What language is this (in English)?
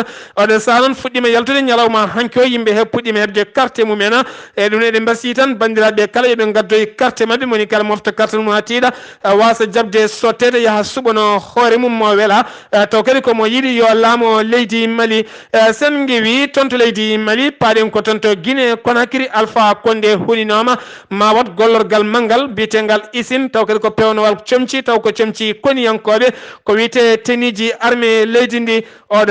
Fula